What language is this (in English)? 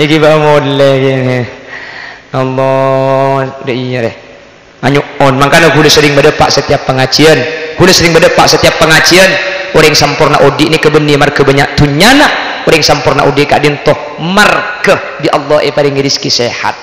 Madurese